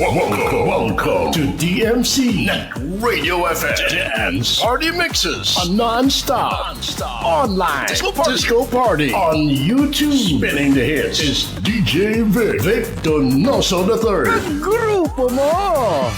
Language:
Hiligaynon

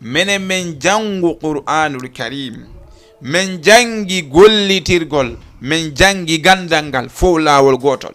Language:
Fula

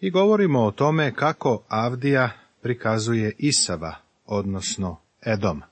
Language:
Serbian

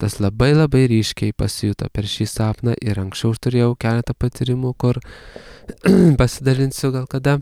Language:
Lithuanian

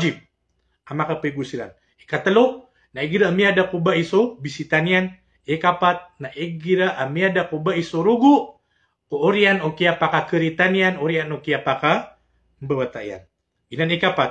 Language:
Maranao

